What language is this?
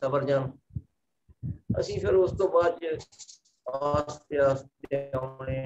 Punjabi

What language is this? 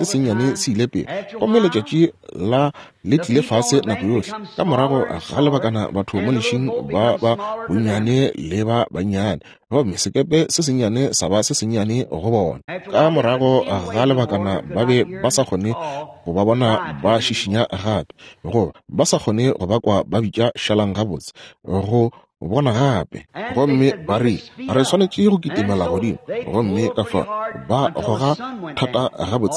Northern Sotho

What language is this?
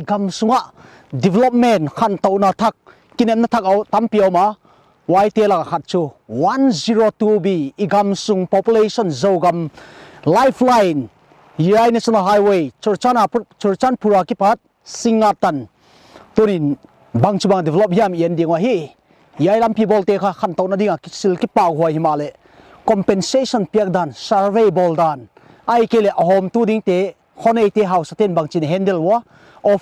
Paite Chin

